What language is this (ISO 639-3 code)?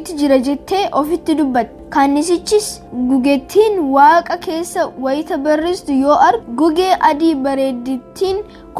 orm